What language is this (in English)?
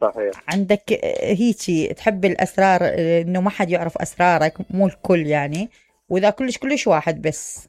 Mesopotamian Arabic